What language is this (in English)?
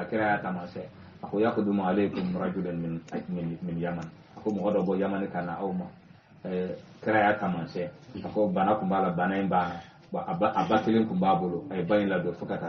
Bambara